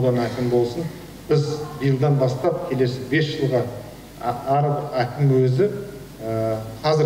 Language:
Kazakh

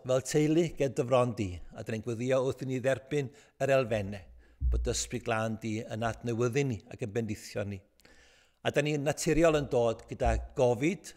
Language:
Welsh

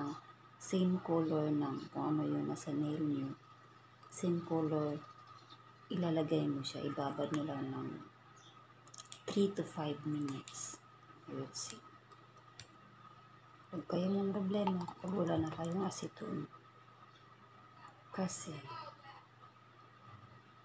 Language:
Filipino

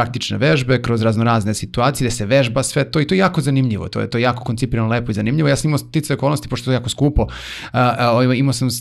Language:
Serbian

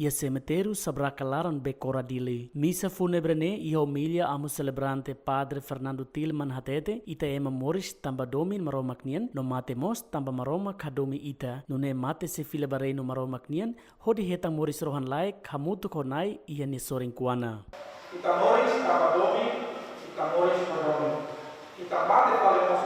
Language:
Tetum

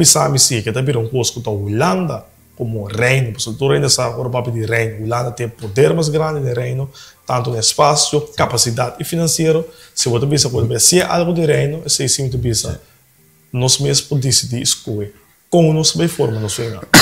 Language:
Papiamento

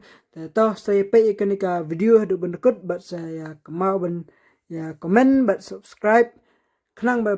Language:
Khasi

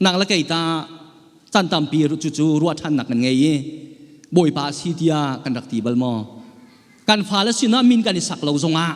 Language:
Hakha Chin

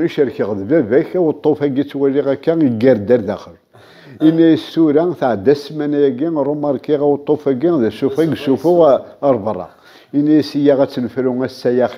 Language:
Kabyle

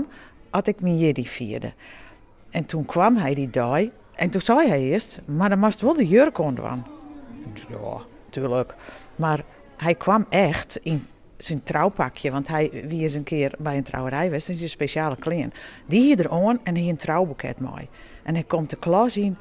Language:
Western Frisian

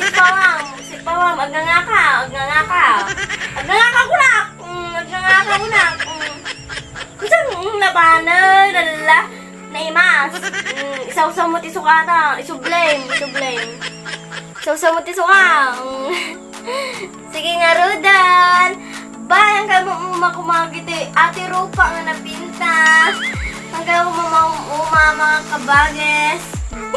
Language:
Iloko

